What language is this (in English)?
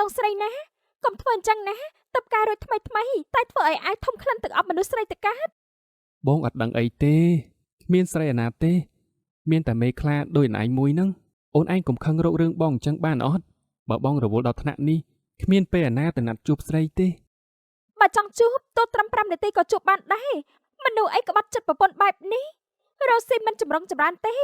Khmer